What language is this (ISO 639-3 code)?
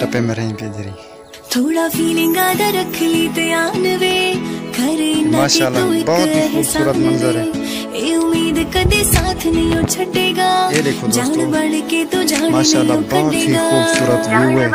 skr